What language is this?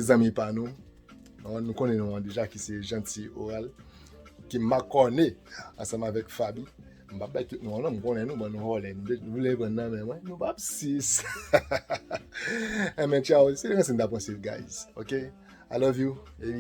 Haitian Creole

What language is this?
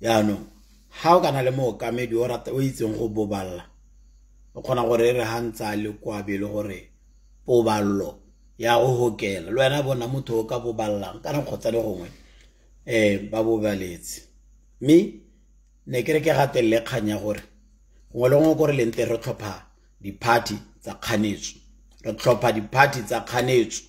Tswana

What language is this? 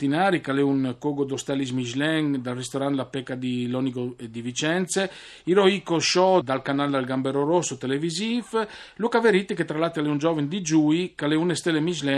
Friulian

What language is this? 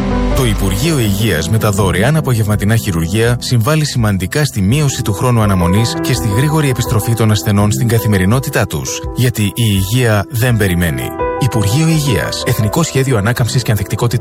Greek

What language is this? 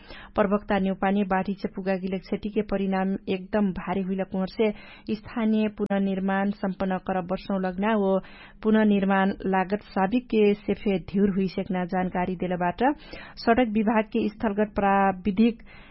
Dangaura Tharu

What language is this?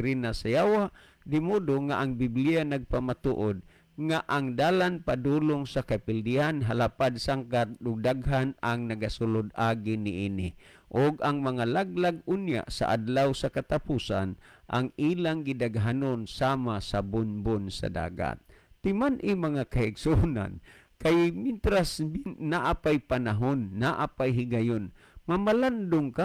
Cebuano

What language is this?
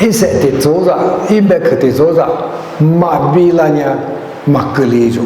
Lisu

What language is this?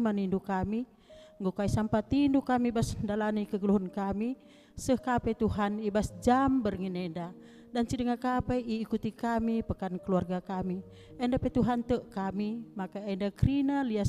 Batak Karo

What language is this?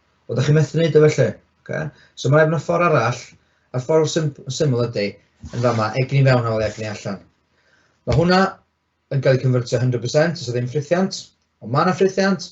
Welsh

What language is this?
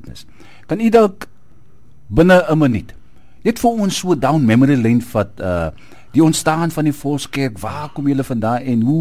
Afrikaans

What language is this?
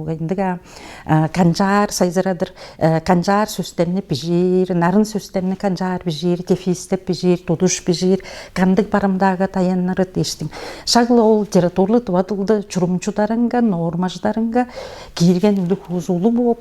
Tuvinian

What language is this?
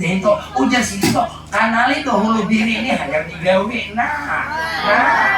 Banjar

